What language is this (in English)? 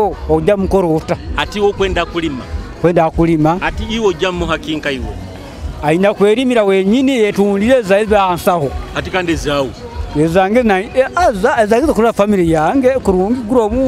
Nyoro